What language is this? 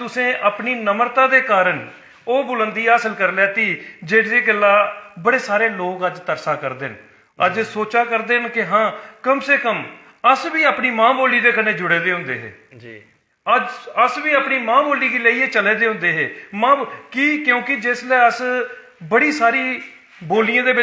Dogri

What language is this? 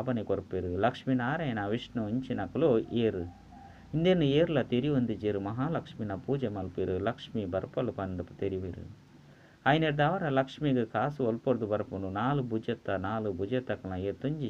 Tulu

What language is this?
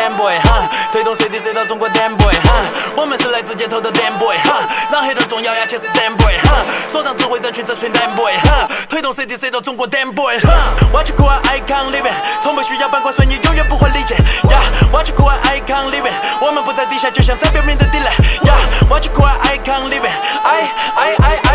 Chinese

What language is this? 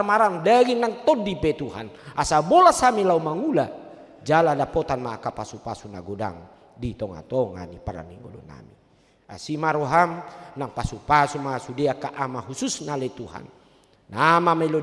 Batak Toba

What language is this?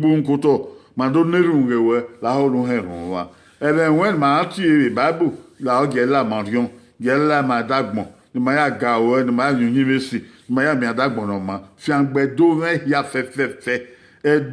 Bini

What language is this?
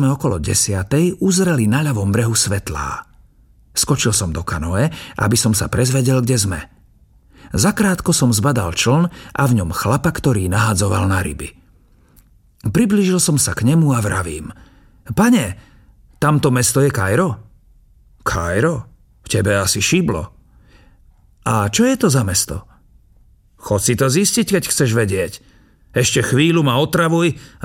Slovak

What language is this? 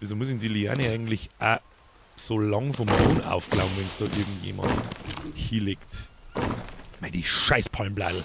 Bavarian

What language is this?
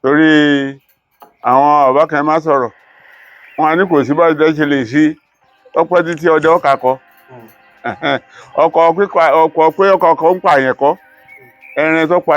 Yoruba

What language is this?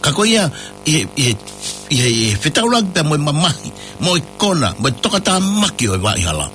Tongan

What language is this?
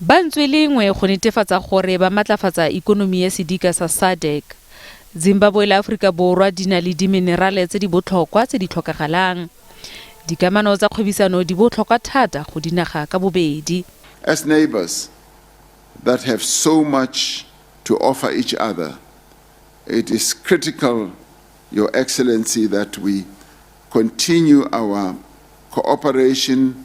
Tswana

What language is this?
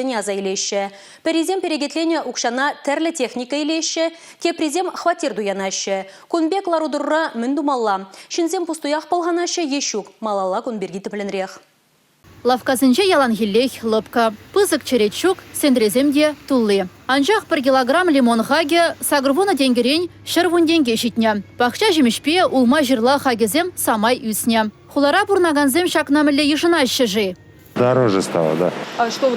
Chuvash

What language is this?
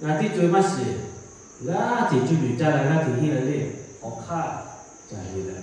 Lahu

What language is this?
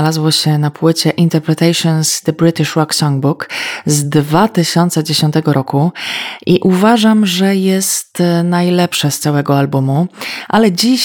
Polish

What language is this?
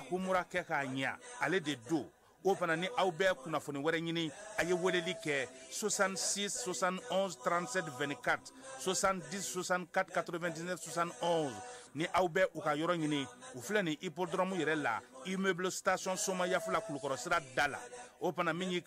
Bambara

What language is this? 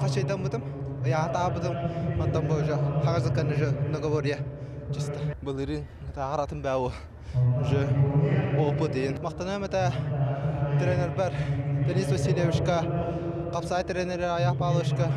Yakut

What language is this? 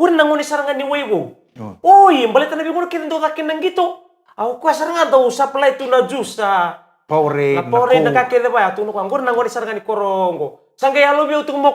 Fijian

